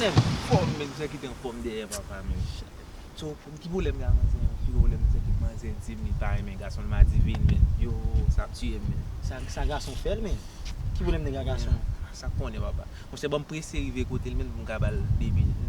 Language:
Haitian Creole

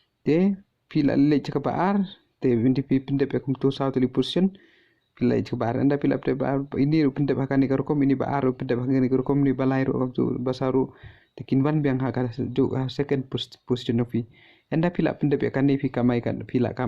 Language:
Khasi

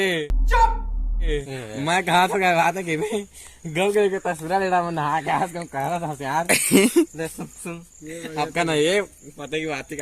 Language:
Chhattisgarhi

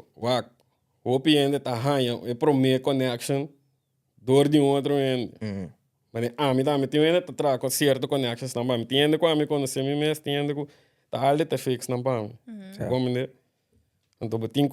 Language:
Papiamento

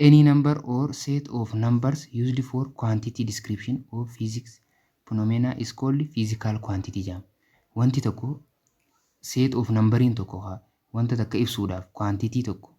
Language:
Oromo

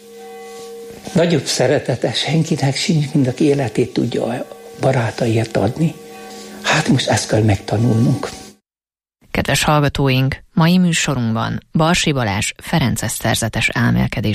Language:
Hungarian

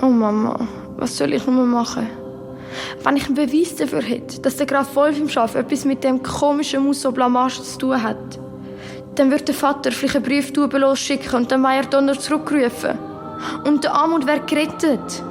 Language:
Swiss German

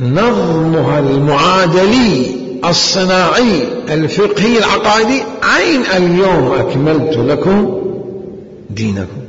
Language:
Mesopotamian Arabic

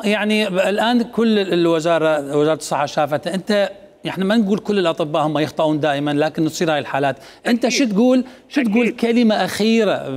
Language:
Mesopotamian Arabic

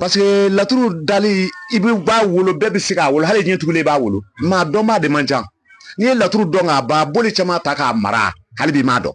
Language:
Bambara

